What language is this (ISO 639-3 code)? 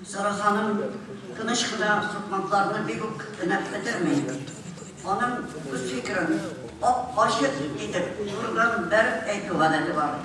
tat